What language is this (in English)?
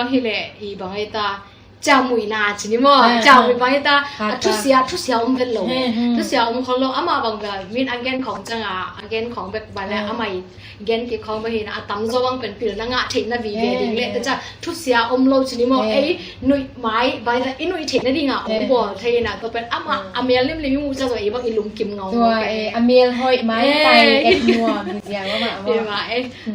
Tedim Chin